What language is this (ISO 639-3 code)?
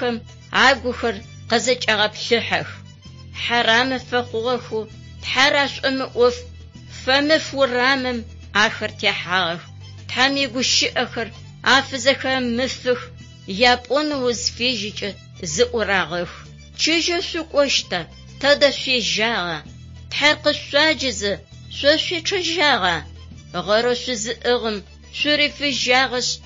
ady